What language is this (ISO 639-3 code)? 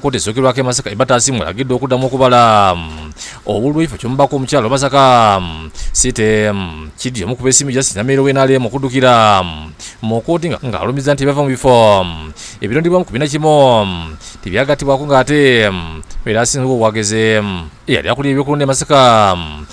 lug